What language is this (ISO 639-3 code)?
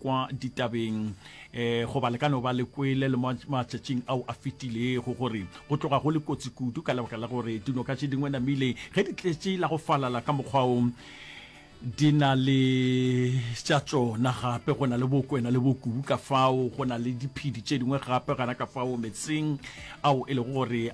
nso